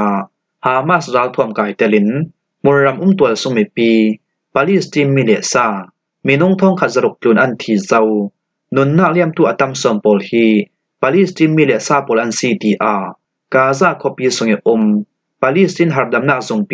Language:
Falam Chin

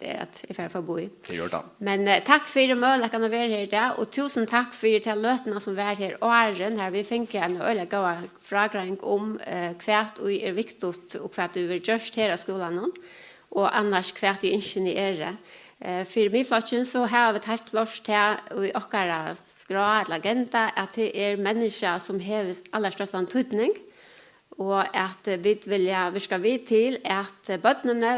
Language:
Faroese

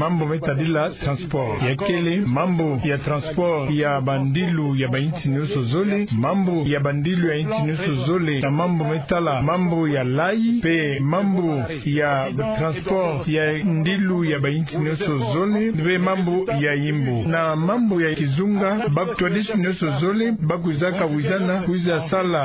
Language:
Kituba (Democratic Republic of Congo)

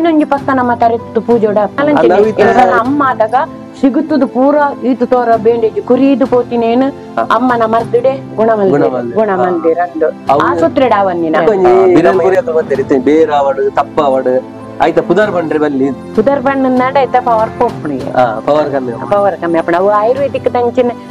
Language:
Tulu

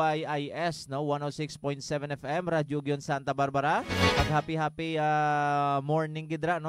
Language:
Hiligaynon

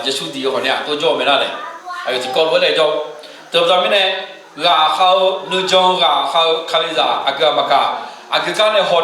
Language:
Akha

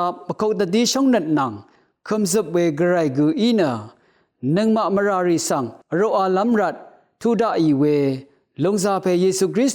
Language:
Rawang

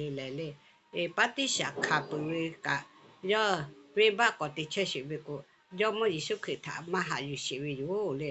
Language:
Lahu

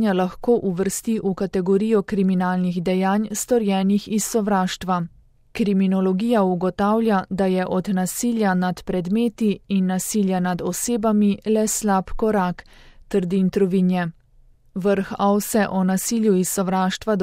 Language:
Slovenian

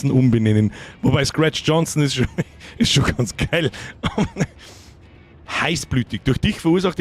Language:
Bavarian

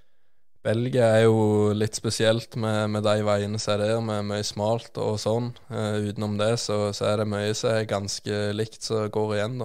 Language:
Norwegian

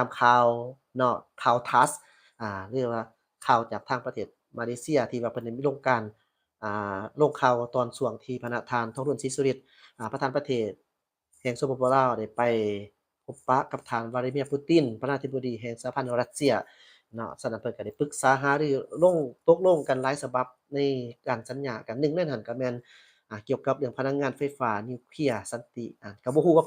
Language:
Lao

